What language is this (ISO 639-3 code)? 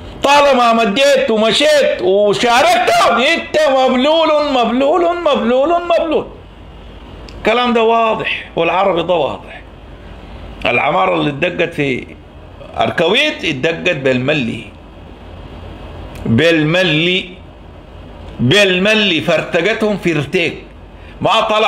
apd